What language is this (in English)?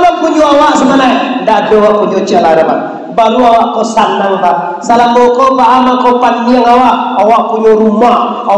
Minangkabau